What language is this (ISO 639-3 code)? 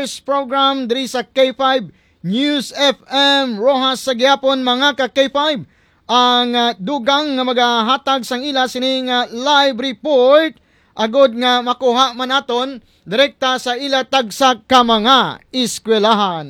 hil